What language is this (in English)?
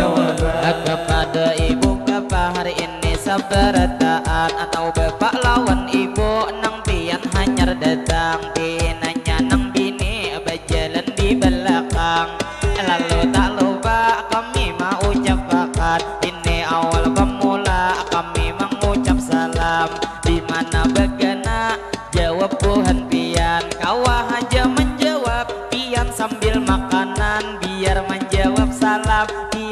Banjar